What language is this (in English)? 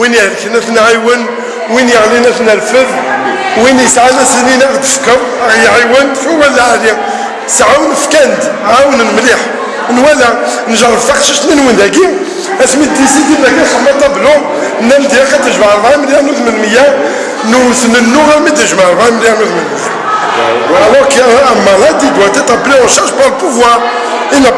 Kabyle